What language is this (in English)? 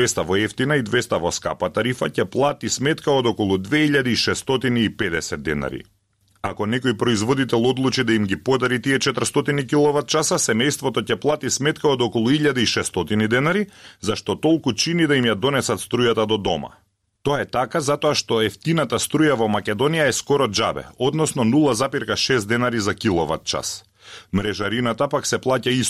Macedonian